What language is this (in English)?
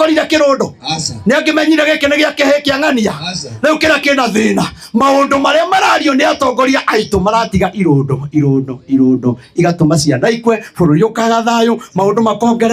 Kikuyu